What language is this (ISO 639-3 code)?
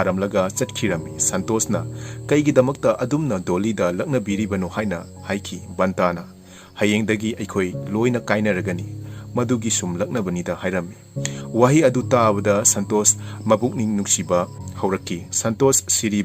mni